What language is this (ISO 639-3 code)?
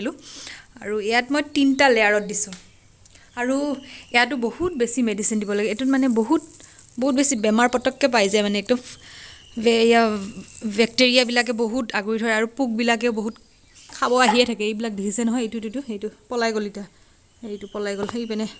asm